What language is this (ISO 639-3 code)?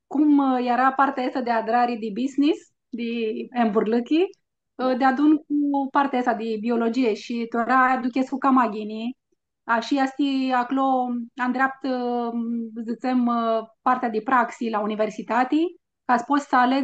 rup